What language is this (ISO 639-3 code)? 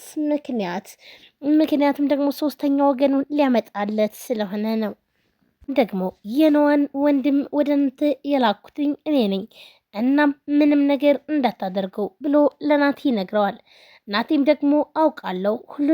amh